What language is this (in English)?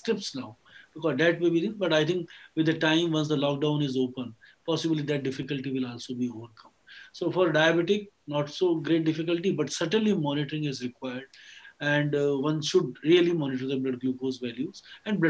English